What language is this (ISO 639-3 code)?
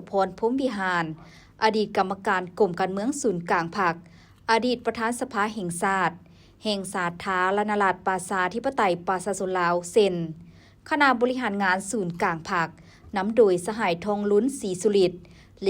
lao